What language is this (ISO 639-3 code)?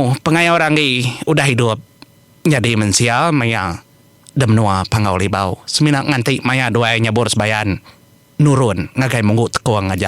iba